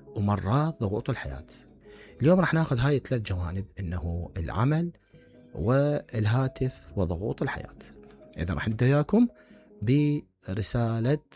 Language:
Mesopotamian Arabic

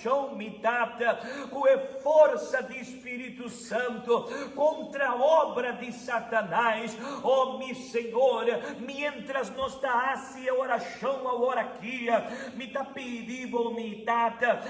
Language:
Papiamento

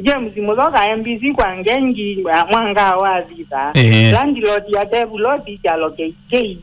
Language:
Kamba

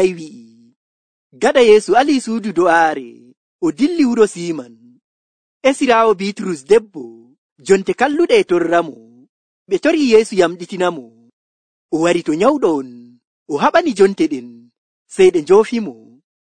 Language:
Nigerian Fulfulde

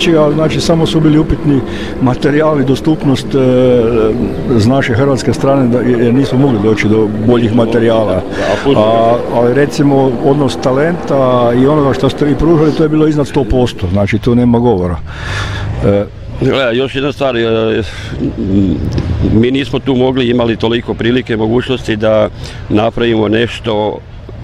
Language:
Croatian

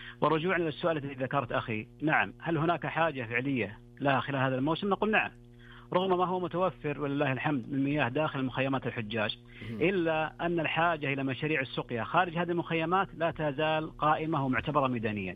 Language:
Arabic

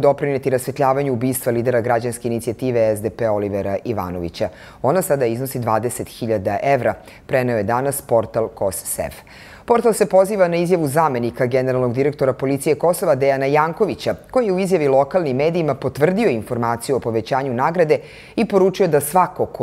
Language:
Serbian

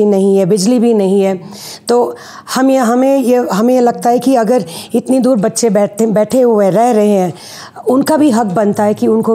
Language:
Hindi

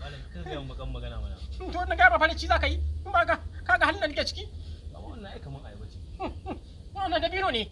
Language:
Hausa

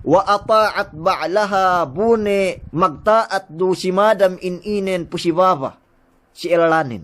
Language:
Yakan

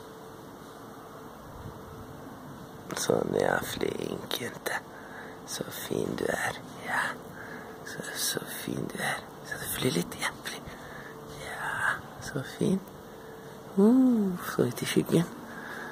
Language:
Norwegian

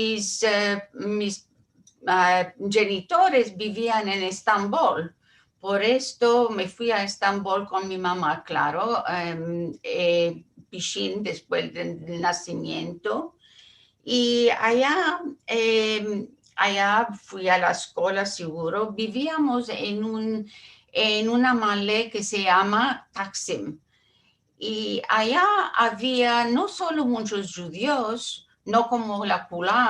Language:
Ladino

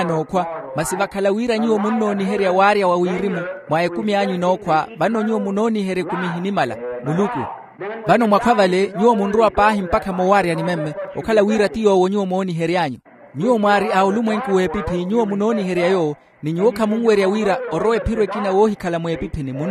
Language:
Makhuwa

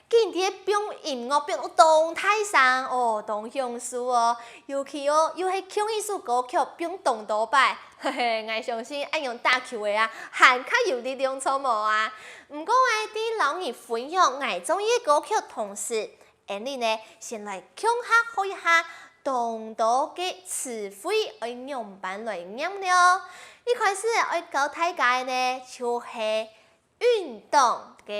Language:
Hakka Chinese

